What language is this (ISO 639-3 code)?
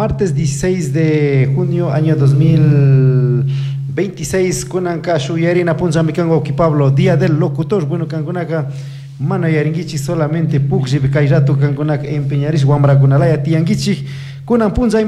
qug